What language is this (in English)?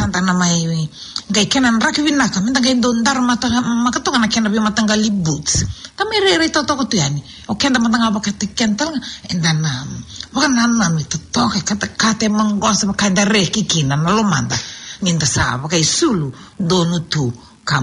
Fijian